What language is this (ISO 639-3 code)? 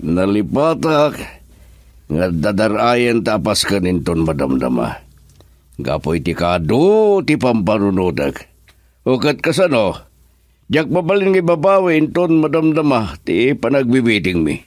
ilo